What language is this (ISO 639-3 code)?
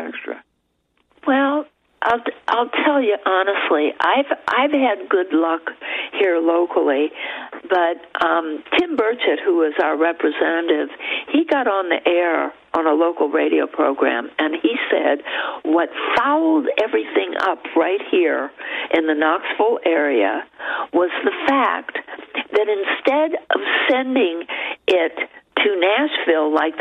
eng